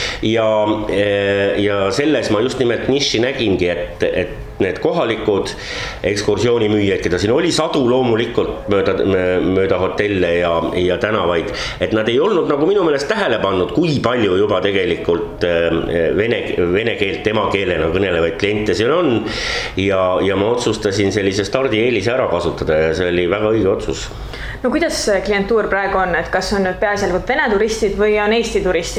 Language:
Estonian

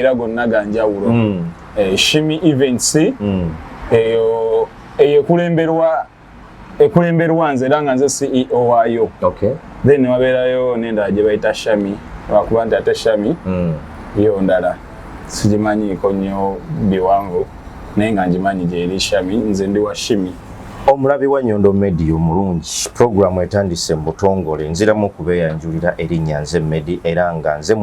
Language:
Ganda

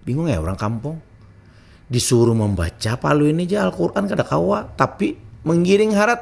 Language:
Banjar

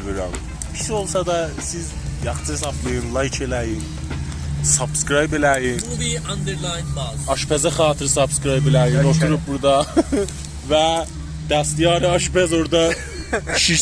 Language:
South Azerbaijani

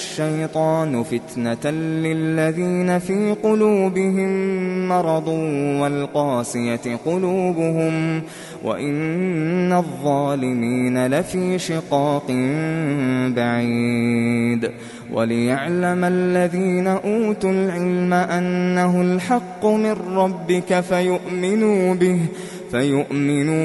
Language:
Arabic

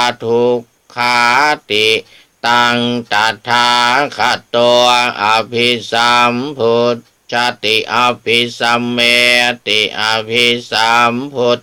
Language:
Pali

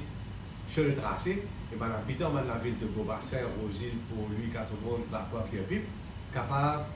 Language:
Morisyen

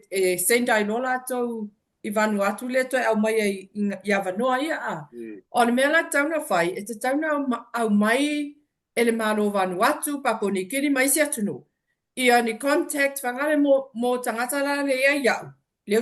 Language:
Samoan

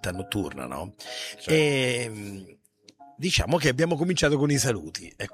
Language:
Italian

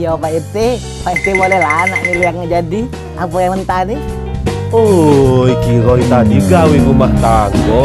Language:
Musi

